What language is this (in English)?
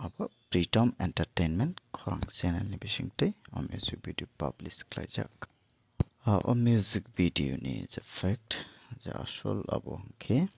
Kok Borok